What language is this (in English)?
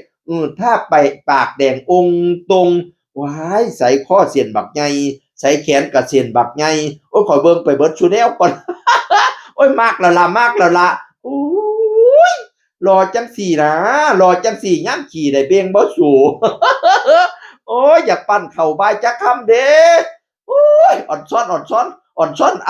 Northeastern Thai